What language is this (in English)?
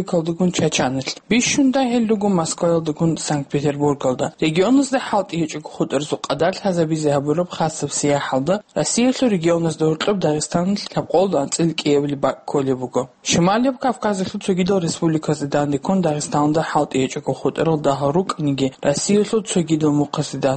Avaric